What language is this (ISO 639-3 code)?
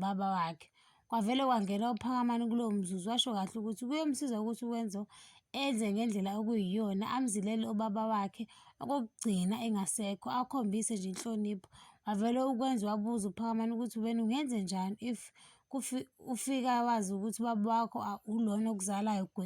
zul